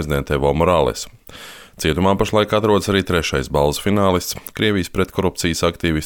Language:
Latvian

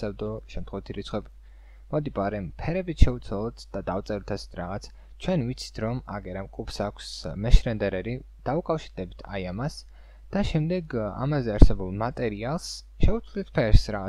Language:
Georgian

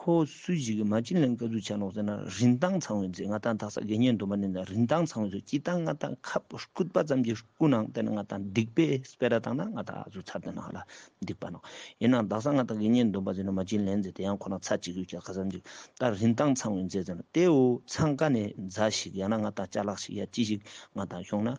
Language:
Ladakhi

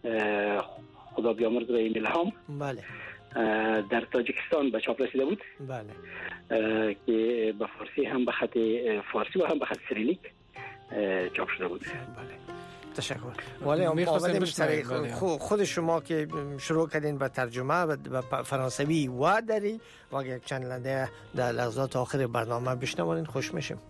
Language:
Persian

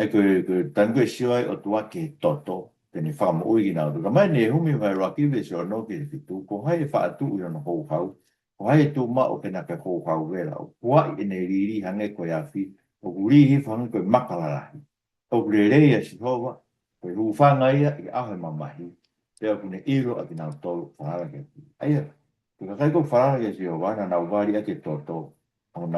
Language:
Tongan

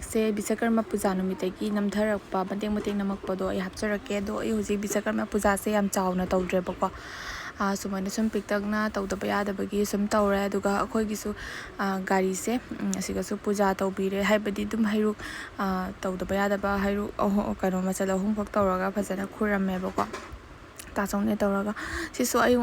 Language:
Manipuri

